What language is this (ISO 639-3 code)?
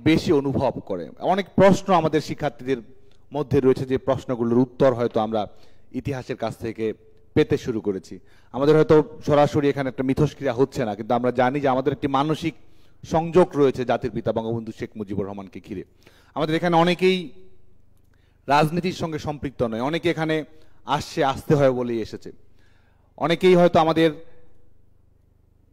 ben